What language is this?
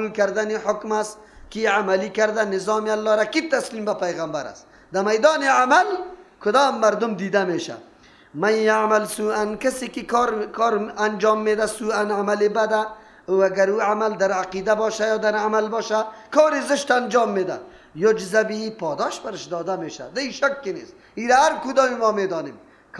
Persian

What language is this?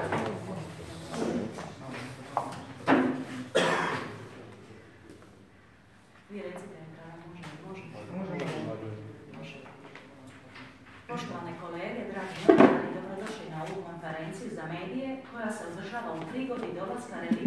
Croatian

